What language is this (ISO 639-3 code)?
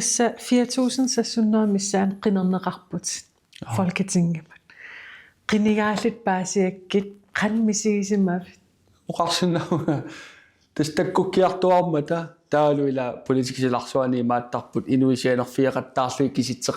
kal